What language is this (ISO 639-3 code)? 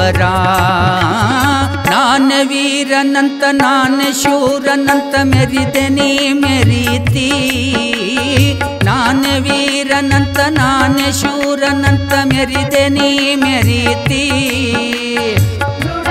kan